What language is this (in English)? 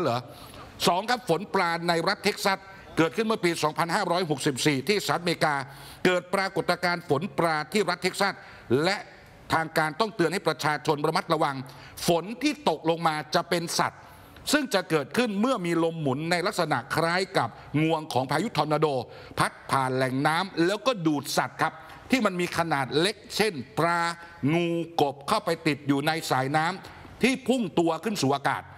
Thai